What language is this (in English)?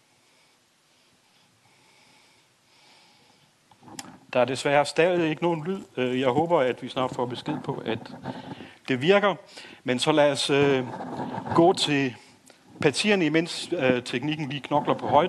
Danish